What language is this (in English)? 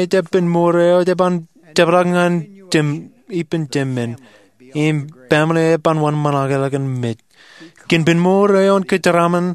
Marshallese